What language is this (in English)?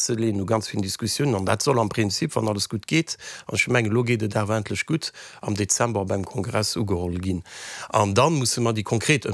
Luxembourgish